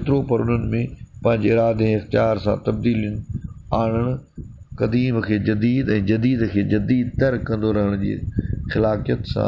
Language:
Sindhi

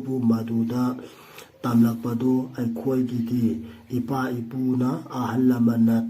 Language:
Manipuri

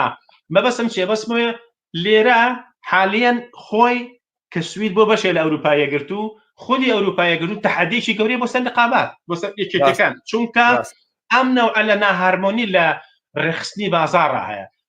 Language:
Central Kurdish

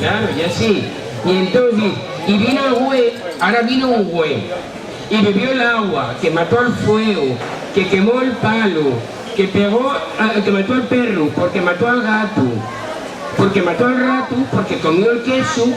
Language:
Asturian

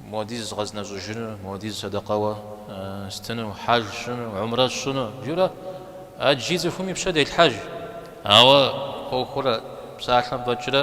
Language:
Kabardian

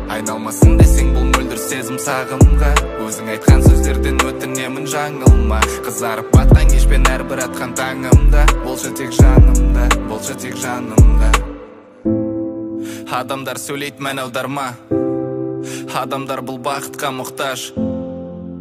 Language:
Kazakh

